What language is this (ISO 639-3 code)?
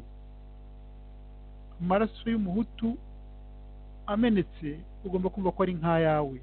kin